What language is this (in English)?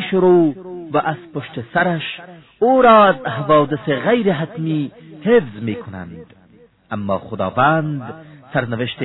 Persian